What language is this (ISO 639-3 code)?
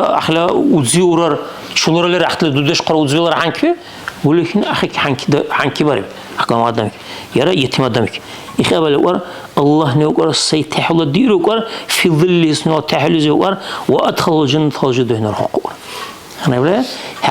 dar